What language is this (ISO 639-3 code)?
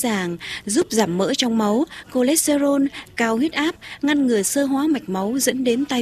vie